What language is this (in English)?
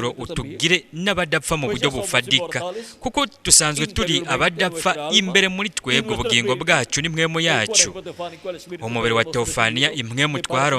Rundi